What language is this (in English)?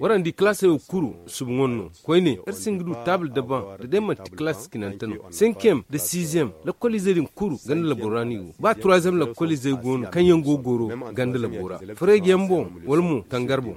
Zarma